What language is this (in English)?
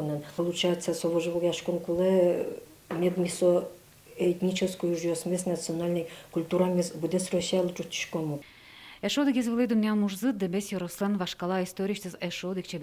Udmurt